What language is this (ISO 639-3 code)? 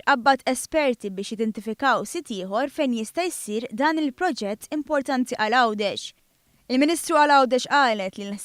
mlt